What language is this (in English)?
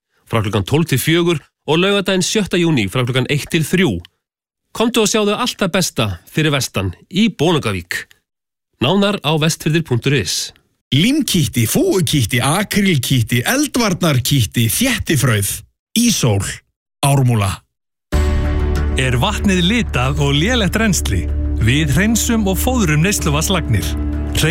Icelandic